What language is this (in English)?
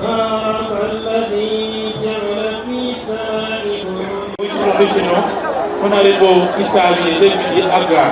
Soga